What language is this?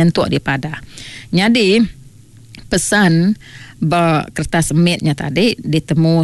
Iban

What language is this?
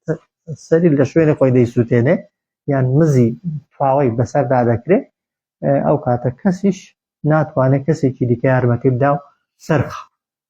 Central Kurdish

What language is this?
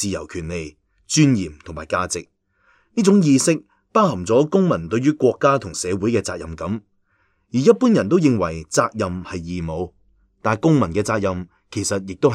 Cantonese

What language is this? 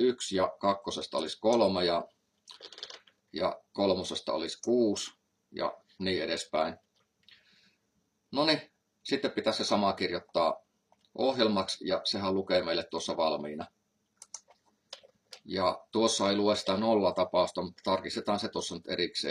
Finnish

